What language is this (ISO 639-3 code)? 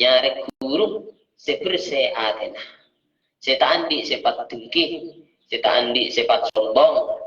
mad